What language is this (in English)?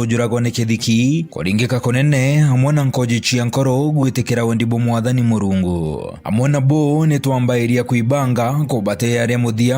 Meru